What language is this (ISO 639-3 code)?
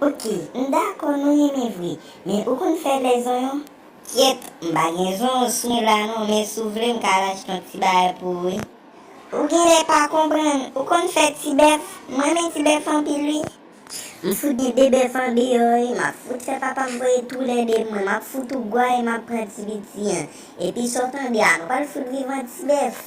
hat